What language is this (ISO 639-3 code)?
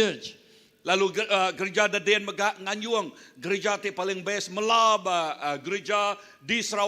iba